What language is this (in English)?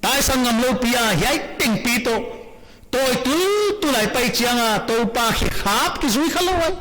Paite Chin